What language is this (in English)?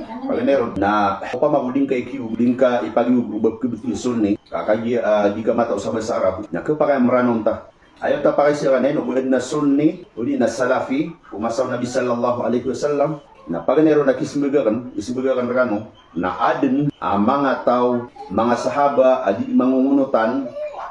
Maranao